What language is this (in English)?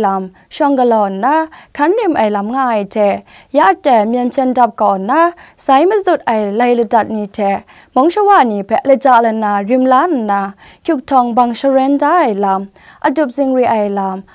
Kachin